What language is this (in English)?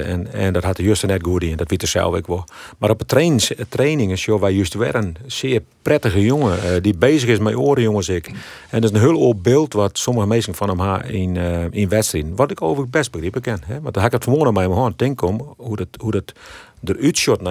Western Frisian